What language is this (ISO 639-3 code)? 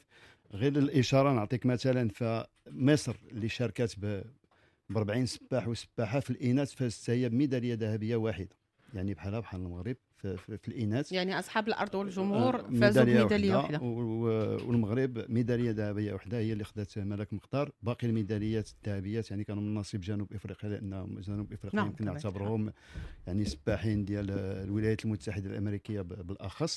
ary